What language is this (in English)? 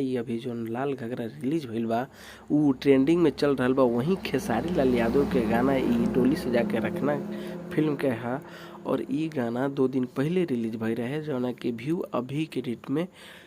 Bhojpuri